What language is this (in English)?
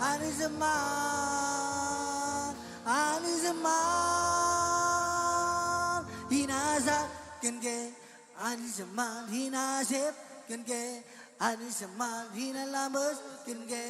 Marshallese